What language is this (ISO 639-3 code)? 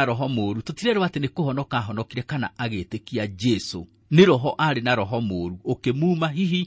kik